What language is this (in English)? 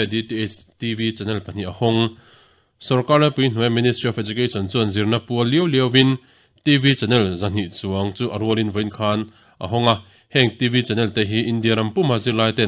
Mizo